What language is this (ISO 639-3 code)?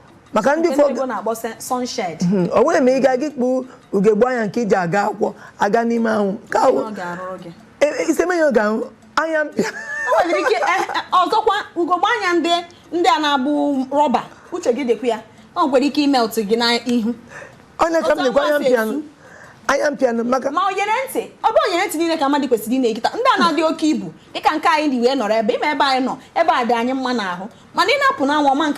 ibo